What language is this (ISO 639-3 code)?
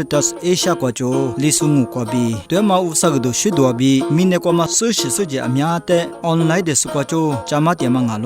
lis